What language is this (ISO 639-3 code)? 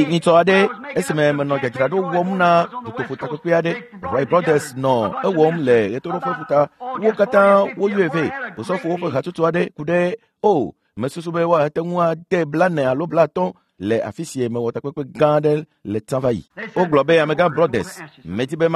ewe